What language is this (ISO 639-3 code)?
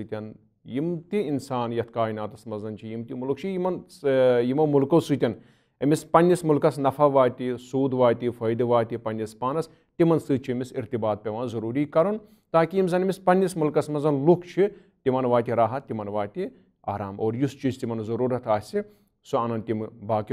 kas